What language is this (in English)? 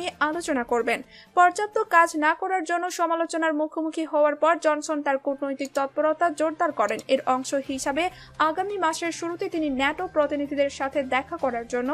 Bangla